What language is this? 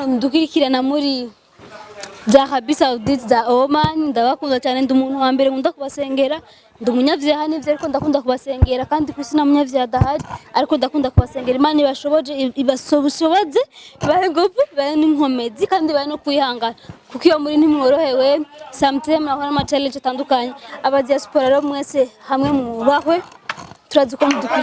Rundi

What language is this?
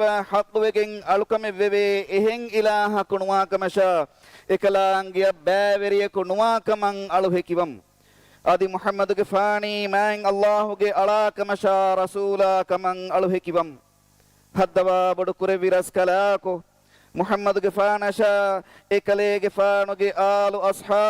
Divehi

